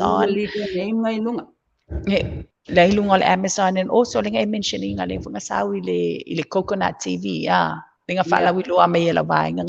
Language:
Samoan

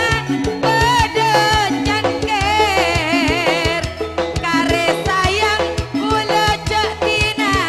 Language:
Madurese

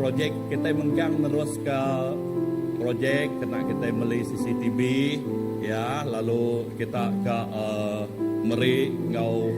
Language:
Iban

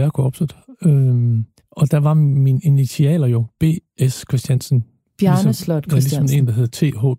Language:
Danish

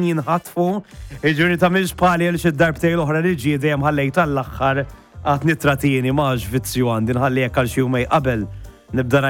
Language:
Maltese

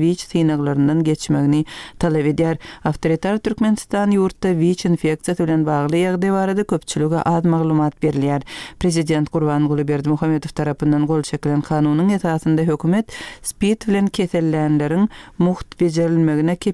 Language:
Turkmen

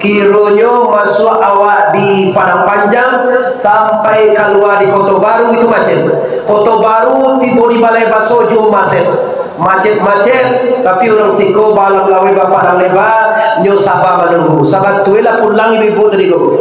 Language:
Minangkabau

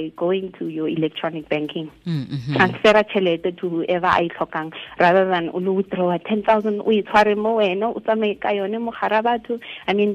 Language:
Tswana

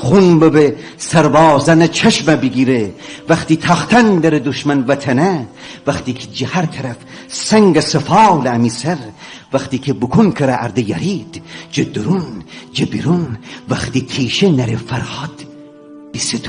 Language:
Gilaki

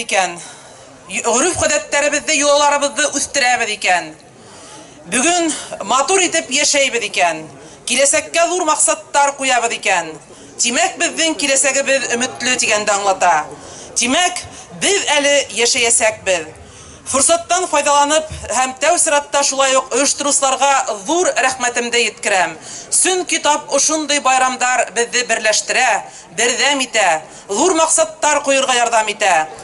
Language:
Bashkir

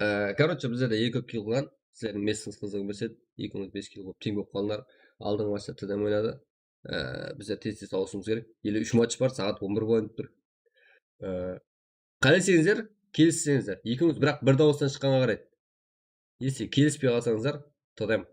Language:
Kara-Kalpak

